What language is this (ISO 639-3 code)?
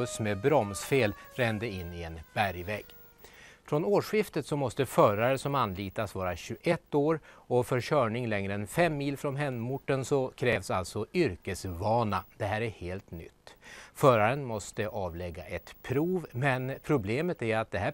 swe